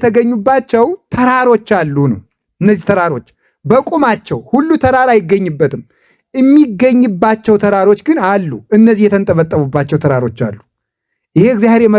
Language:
Amharic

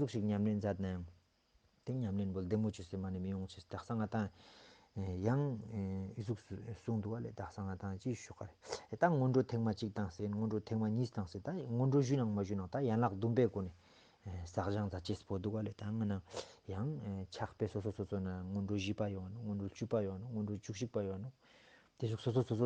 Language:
Ladakhi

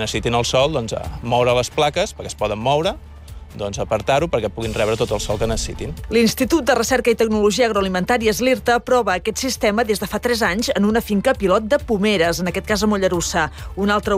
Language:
Catalan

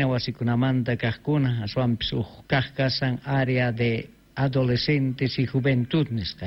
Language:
Quechua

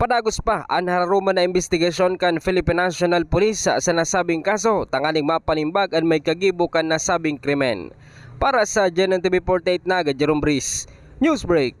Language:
Bikol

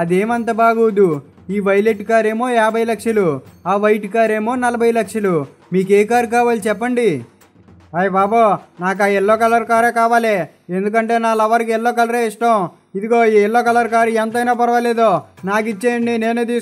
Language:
Telugu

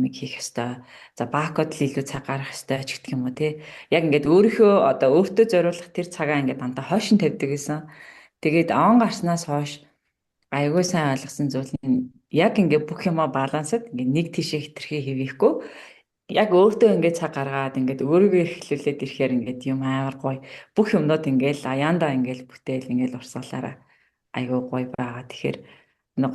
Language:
Mongolian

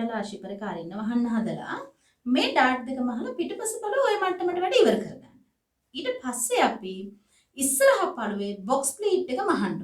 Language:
Sinhala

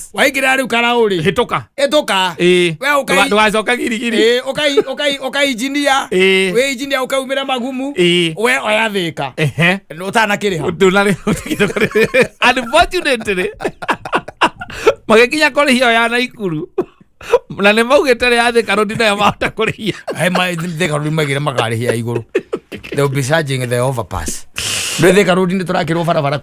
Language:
Kikuyu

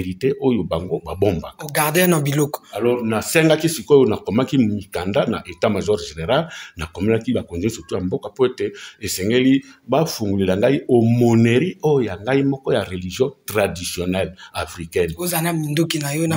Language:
Lingala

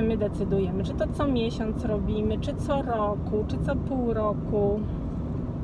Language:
Polish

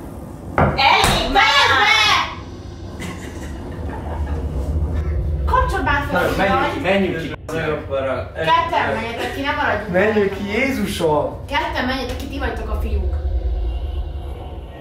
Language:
Hungarian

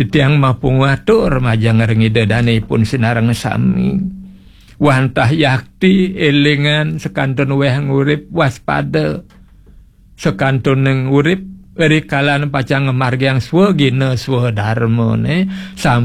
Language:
Balinese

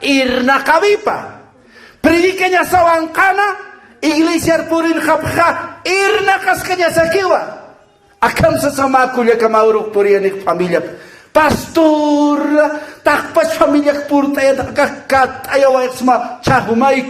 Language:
Aymara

